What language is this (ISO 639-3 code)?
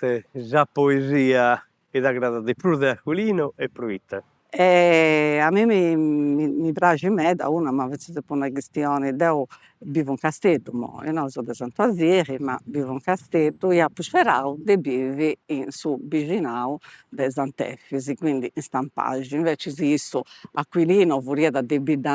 srd